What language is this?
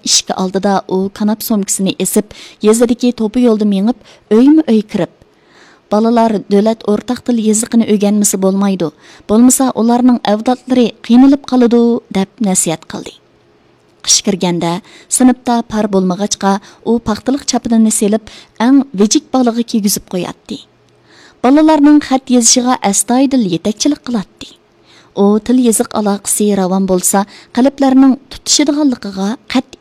Uyghur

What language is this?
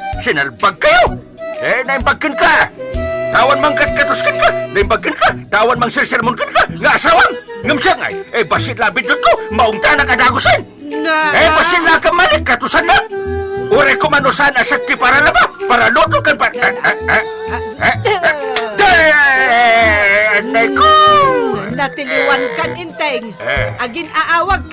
Iloko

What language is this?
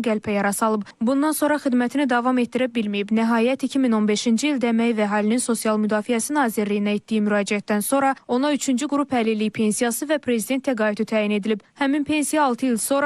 Azerbaijani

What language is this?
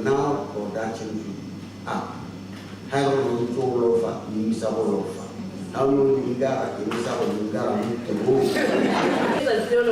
Tswana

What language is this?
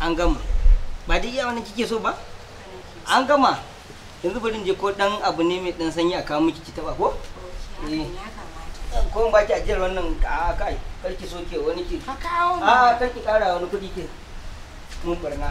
Hausa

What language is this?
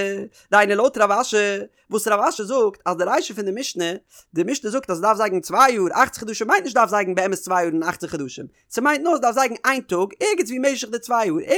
Yiddish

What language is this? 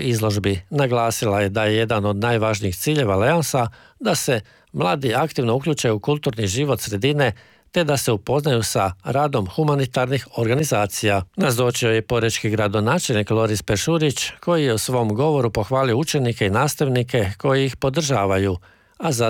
Croatian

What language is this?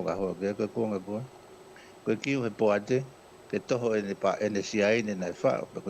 Tongan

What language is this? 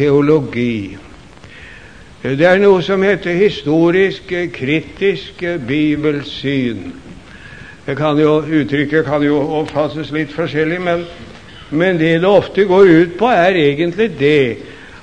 Norwegian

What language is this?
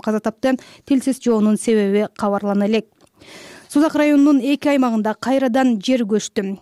Kyrgyz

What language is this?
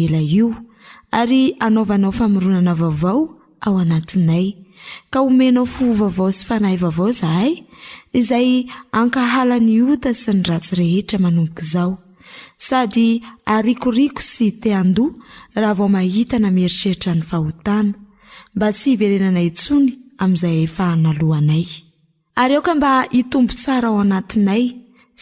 Malagasy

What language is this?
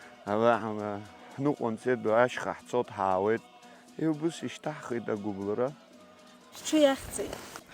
Abkhazian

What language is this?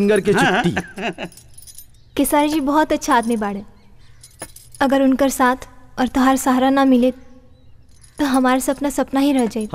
Bhojpuri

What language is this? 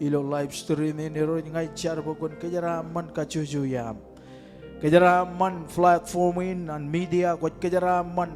Marshallese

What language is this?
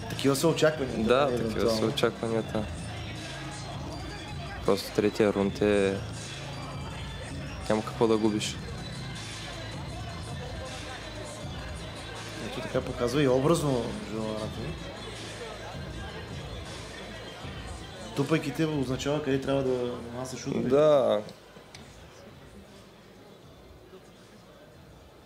Bulgarian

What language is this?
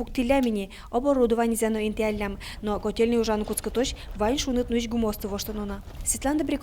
Udmurt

